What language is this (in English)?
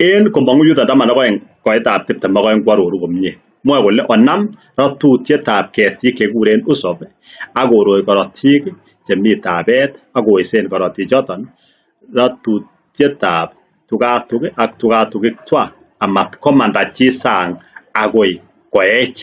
Kalenjin